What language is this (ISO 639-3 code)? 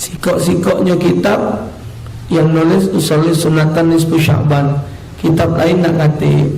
mui